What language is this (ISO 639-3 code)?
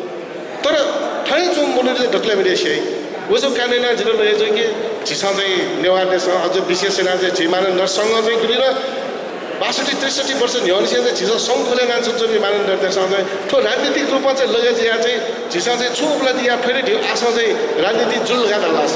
new